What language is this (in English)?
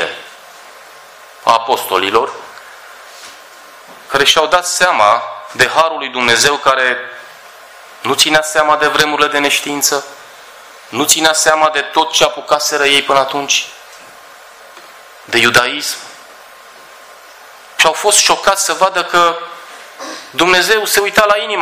Romanian